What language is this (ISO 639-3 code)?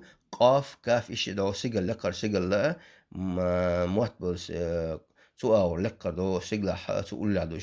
che